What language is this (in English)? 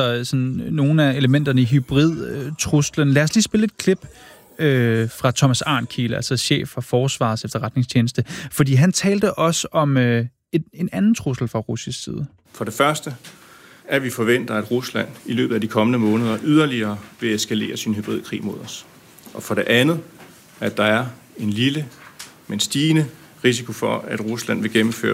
Danish